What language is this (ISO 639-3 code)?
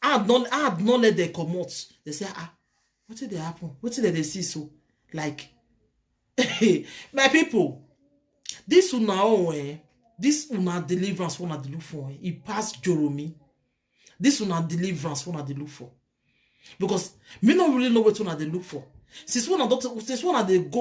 pcm